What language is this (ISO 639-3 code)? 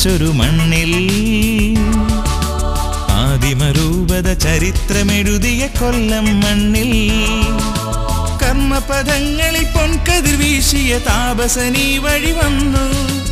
mal